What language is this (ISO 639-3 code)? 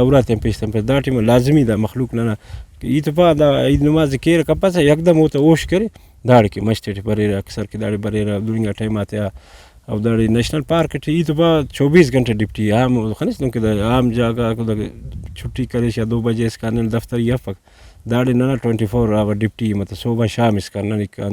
brh